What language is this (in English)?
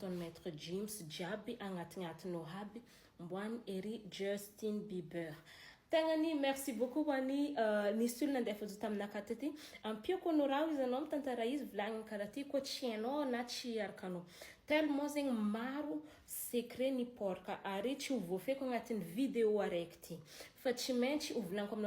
Malagasy